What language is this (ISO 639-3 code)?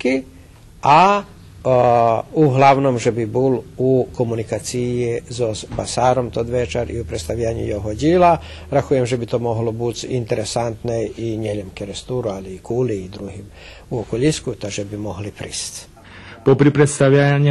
rue